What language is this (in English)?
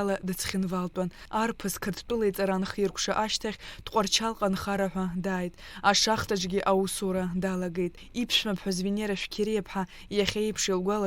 Abkhazian